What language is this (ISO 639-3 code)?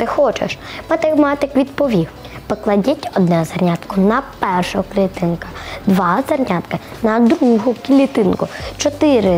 ukr